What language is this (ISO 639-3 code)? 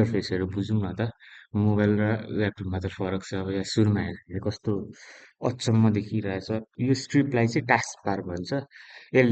nep